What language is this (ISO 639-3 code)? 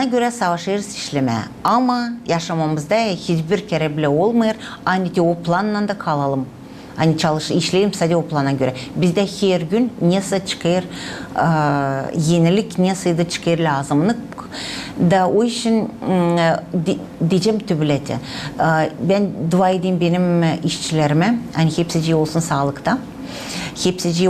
gag